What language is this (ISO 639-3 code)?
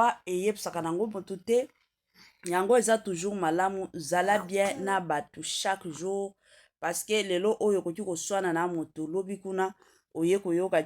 lin